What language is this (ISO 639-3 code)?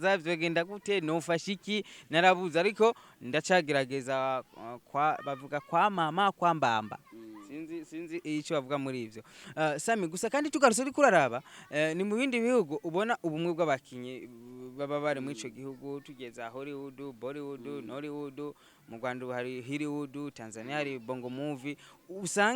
run